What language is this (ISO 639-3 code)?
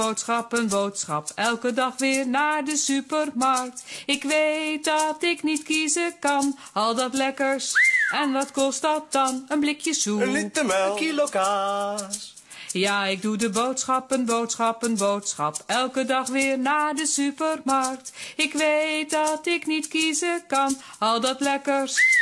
nld